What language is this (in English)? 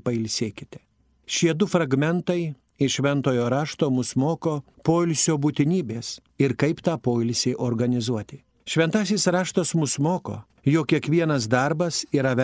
Lithuanian